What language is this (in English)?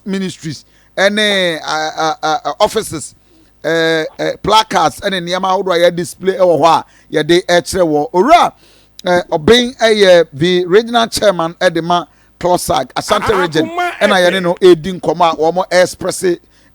Akan